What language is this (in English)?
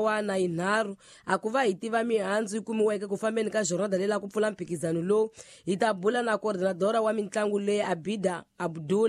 Tsonga